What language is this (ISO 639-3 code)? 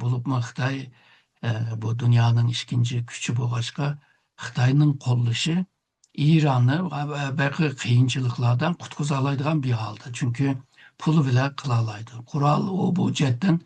uig